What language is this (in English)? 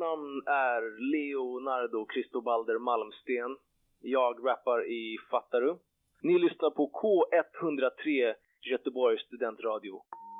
Swedish